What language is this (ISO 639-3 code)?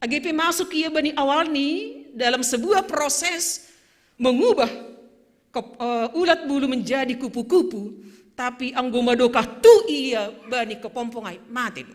bts